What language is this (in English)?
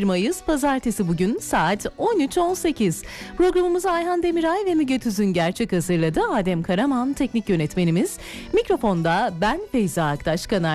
Turkish